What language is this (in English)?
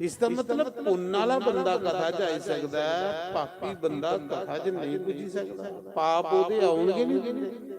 Dogri